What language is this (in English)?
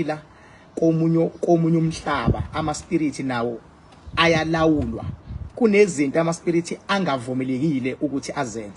Zulu